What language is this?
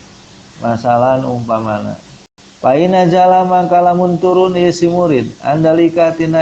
Sundanese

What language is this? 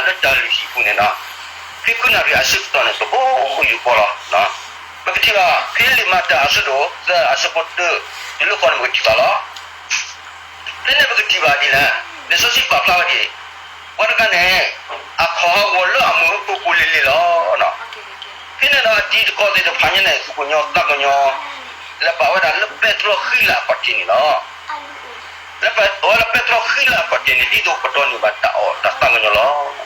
S'gaw Karen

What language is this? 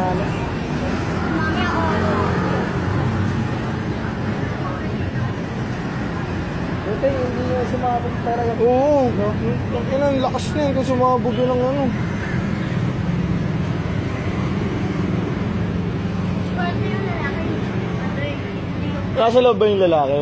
Filipino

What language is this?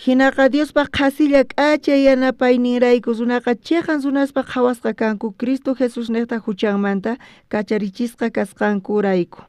South Bolivian Quechua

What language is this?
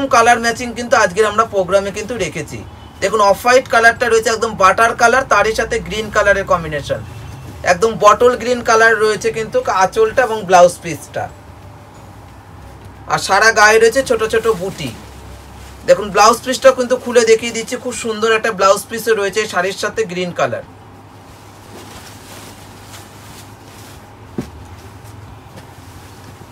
Bangla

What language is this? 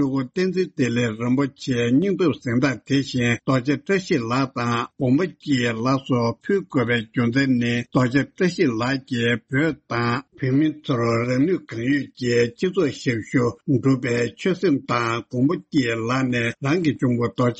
Tibetan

